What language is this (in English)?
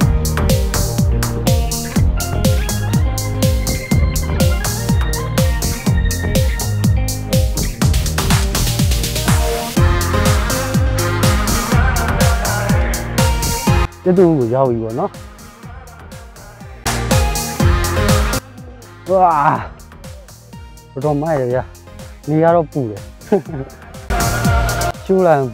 Burmese